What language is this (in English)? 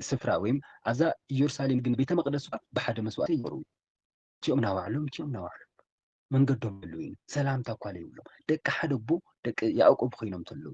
Tigrinya